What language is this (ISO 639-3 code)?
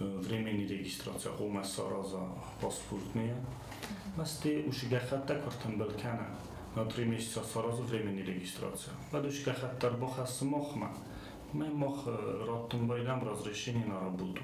oss